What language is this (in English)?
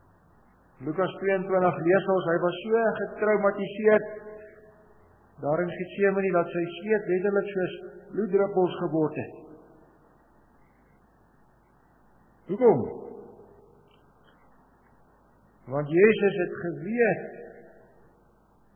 Afrikaans